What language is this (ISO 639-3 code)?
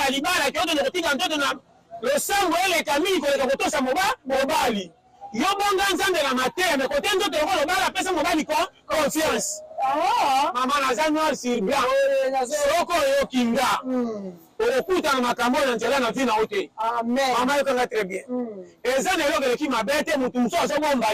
lin